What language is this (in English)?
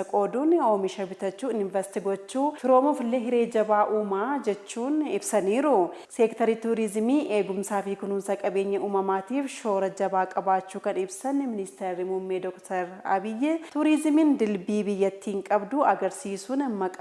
Oromo